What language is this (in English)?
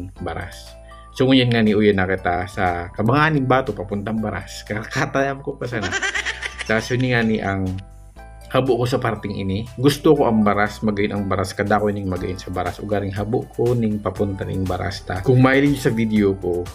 Bikol